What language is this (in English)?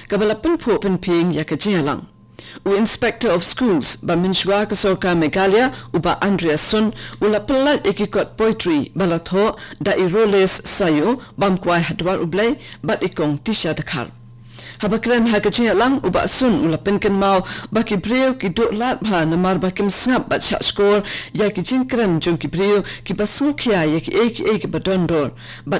Khasi